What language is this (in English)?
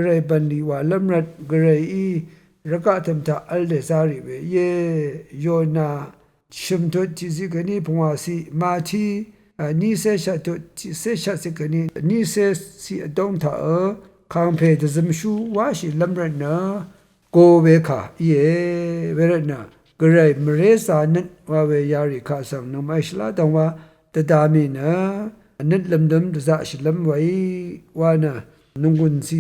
Rawang